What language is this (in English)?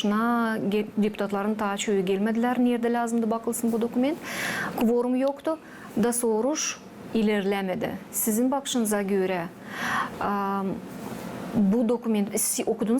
Gagauz